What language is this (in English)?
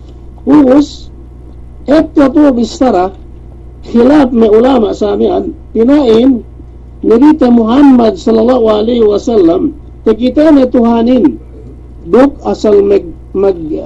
Yakan